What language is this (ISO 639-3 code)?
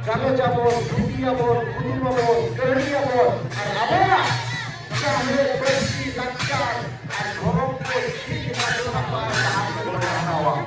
sat